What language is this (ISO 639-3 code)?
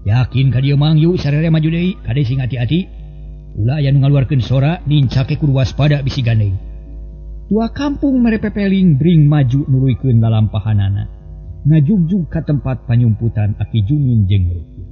sun